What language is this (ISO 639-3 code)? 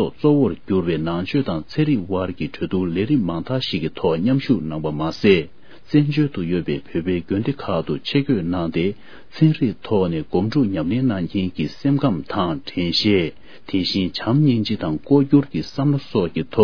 bod